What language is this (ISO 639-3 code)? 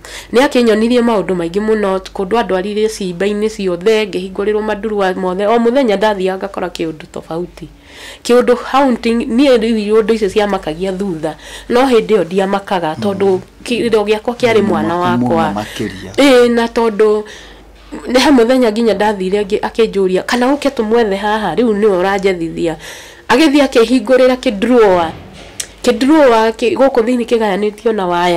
kik